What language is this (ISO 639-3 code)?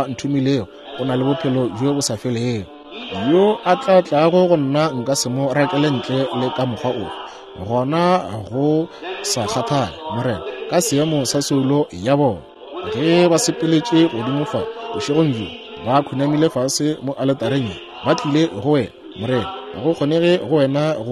nso